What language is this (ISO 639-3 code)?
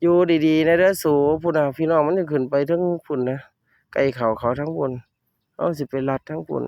tts